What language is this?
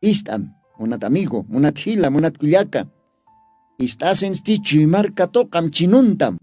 Aymara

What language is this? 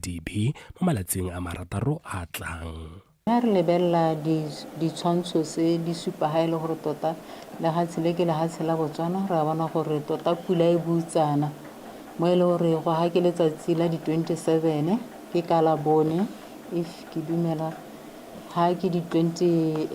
Tswana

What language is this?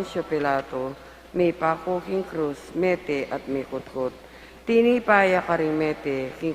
Pampanga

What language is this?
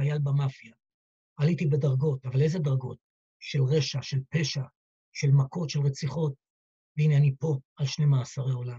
Hebrew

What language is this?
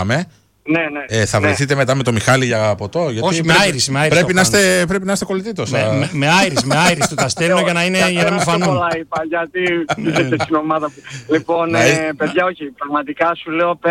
Greek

